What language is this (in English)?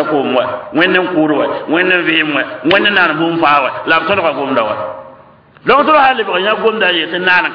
Mossi